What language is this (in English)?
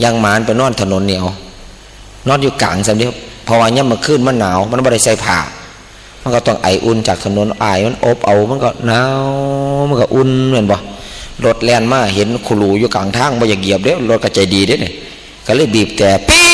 Northeastern Thai